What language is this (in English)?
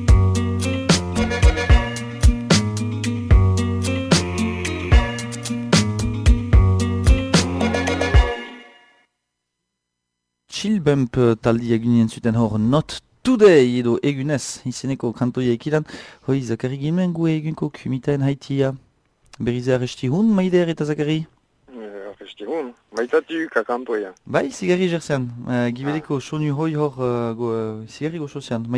Basque